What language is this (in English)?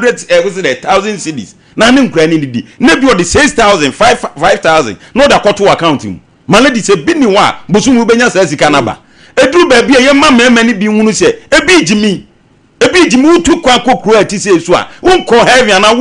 Akan